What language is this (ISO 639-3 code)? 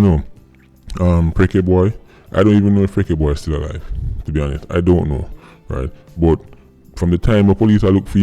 jam